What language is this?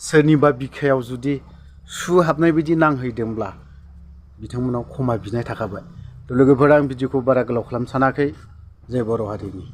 Bodo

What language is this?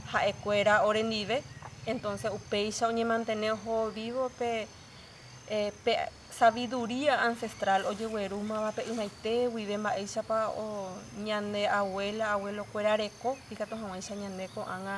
Guarani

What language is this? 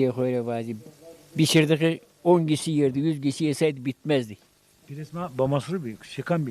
Zaza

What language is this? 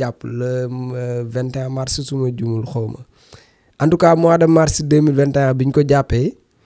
Wolof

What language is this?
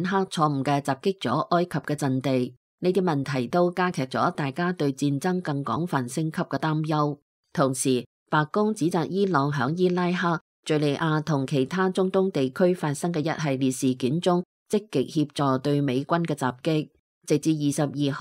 Cantonese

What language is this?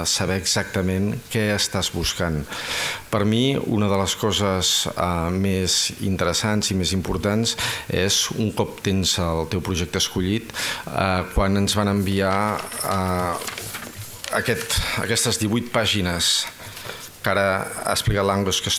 Catalan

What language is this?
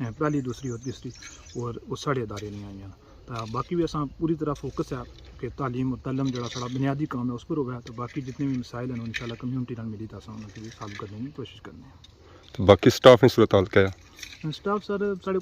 Pahari-Potwari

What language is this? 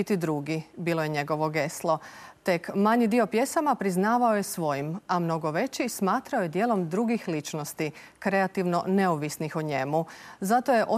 Croatian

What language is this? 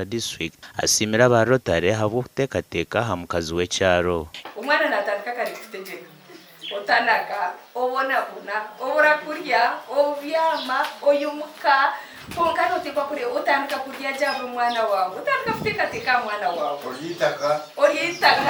Nyankole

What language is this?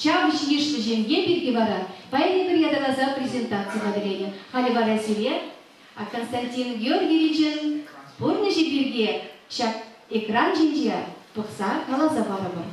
Chuvash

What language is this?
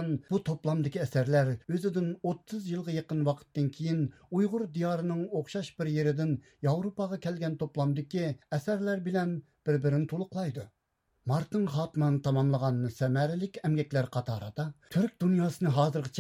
Uyghur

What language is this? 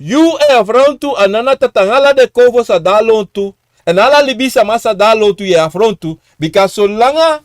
Sranan Tongo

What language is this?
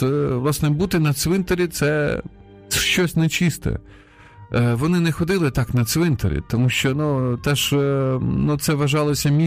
Ukrainian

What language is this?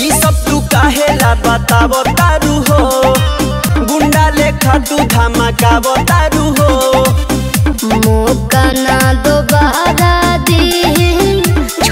Bhojpuri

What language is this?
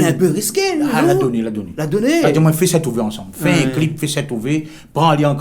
Réunion Creole French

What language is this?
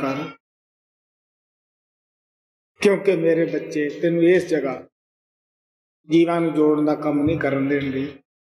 Punjabi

